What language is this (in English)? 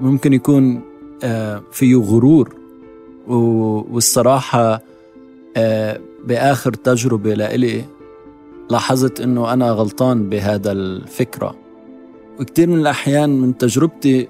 North Levantine Arabic